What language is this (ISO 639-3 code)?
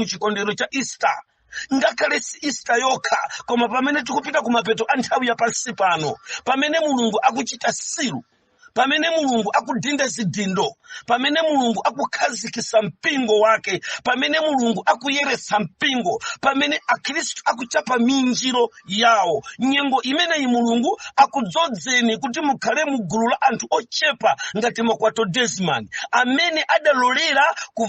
nya